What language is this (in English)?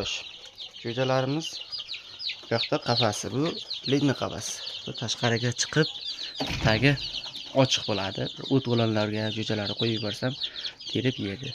Uzbek